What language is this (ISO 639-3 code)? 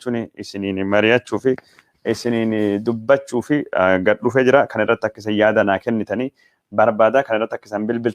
orm